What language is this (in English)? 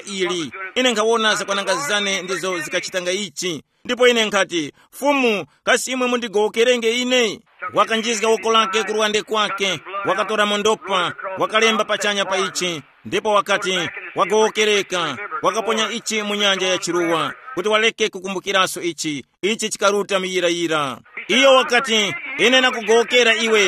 Tumbuka